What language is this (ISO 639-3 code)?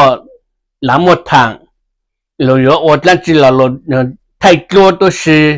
hmn